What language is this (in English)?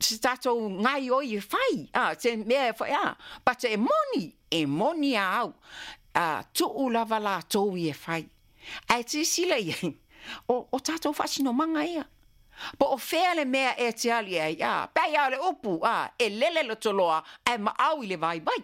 Samoan